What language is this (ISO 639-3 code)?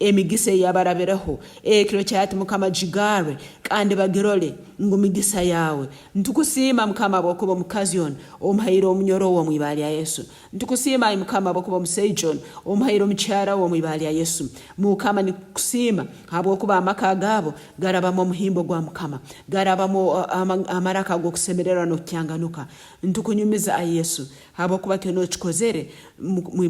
nyn